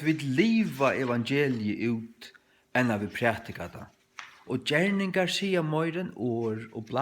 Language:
Faroese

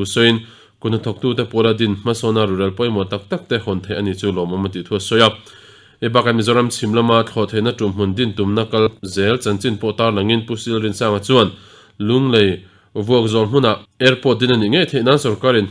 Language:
Mizo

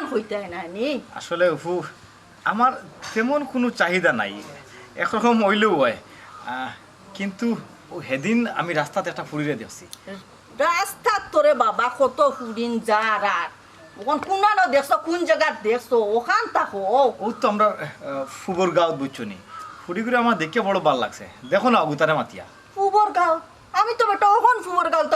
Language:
Sylheti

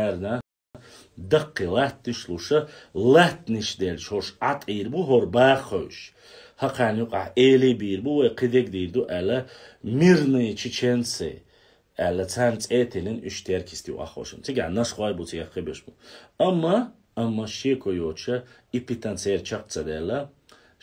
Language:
Chechen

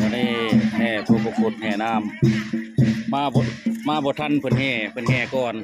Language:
Northeastern Thai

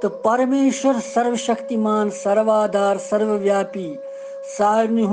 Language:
Kashmiri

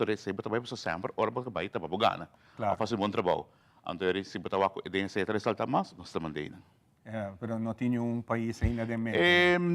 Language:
Papiamento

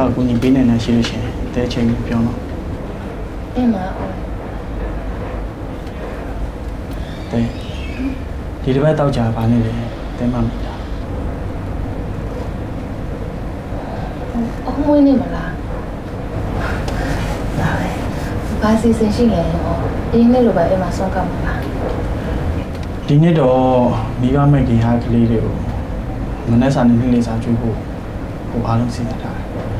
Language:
Burmese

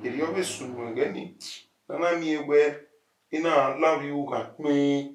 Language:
Bini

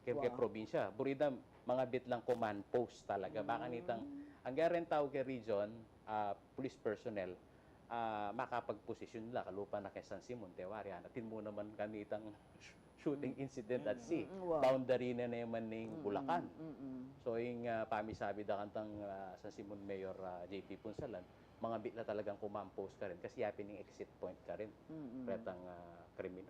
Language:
Pampanga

